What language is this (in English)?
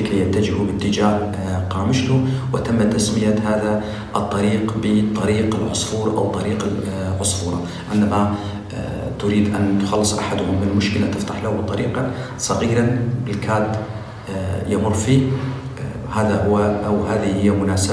Kurdish